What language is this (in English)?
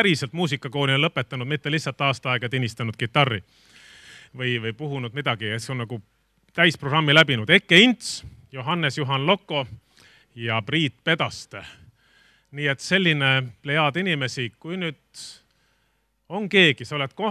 Estonian